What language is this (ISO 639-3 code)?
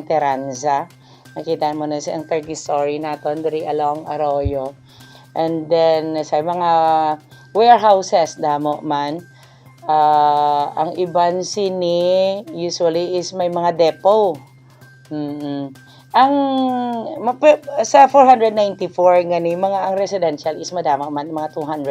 hil